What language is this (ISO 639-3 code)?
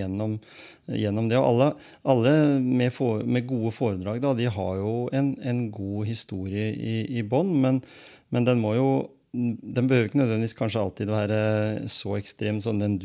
nor